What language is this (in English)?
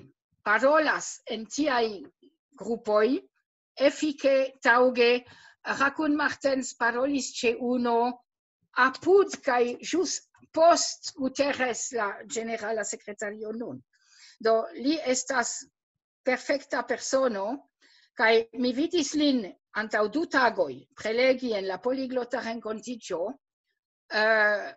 Esperanto